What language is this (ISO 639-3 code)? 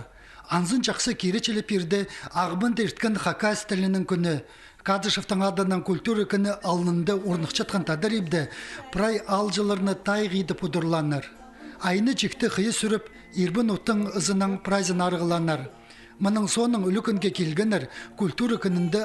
kjh